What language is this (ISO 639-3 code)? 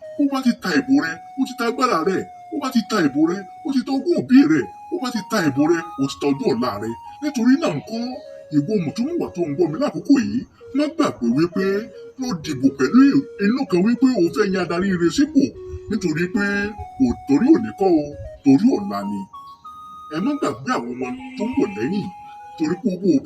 yor